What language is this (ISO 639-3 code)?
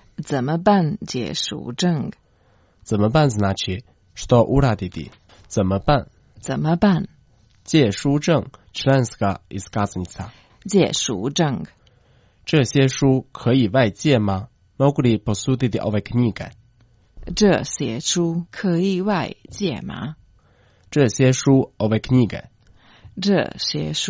hrv